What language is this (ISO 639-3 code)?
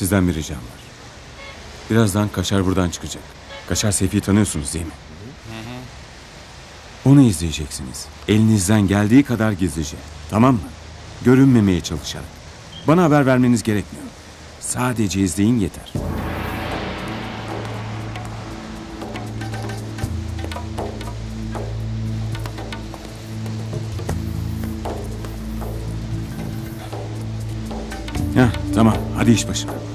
tur